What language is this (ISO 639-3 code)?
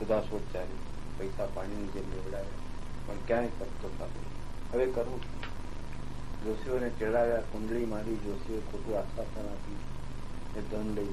guj